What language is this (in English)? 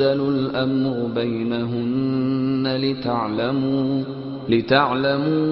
Arabic